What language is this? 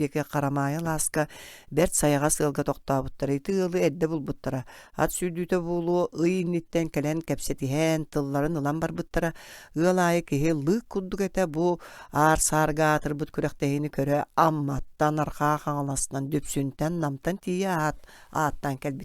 Yakut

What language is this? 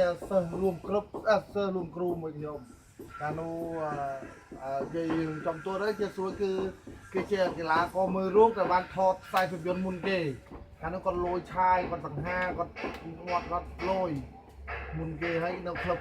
Khmer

